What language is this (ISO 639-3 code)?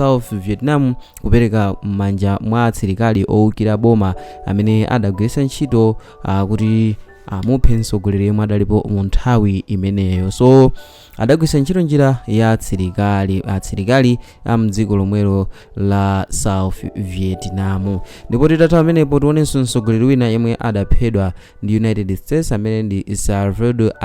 nya